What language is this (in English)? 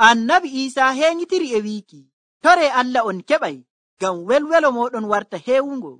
Nigerian Fulfulde